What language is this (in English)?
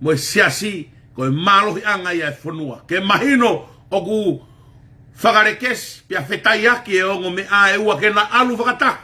Tongan